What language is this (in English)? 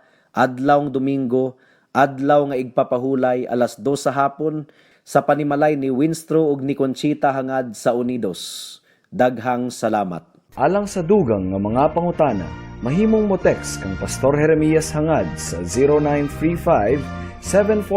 Cebuano